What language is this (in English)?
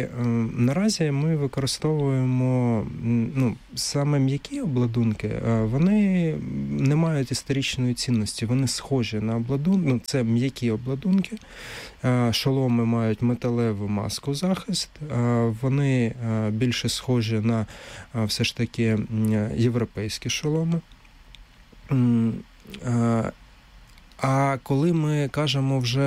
Ukrainian